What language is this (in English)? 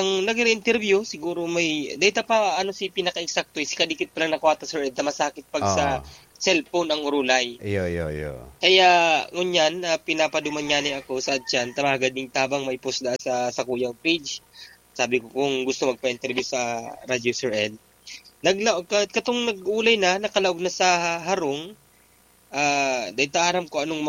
Bikol